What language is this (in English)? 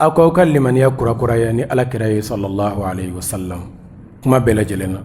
Bambara